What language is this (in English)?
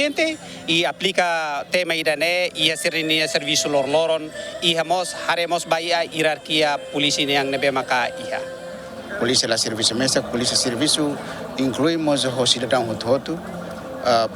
Tetum